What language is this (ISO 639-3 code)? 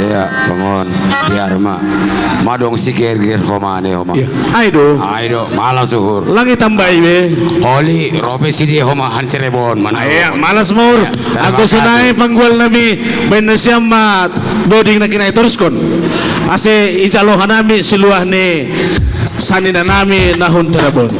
bts